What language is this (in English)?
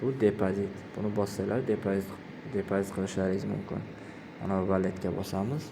Uzbek